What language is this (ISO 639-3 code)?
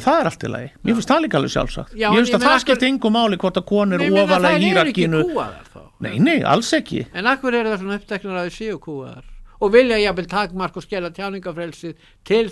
isl